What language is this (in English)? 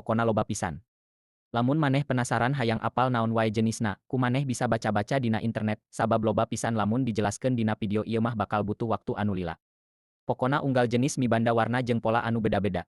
Sundanese